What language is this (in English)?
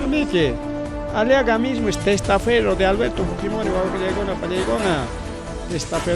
Ayacucho Quechua